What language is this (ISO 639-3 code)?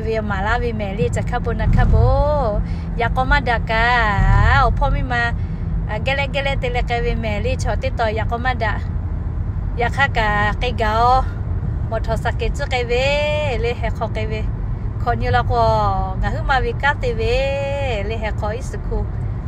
lhu